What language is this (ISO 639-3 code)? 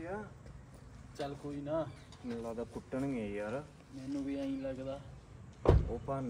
pan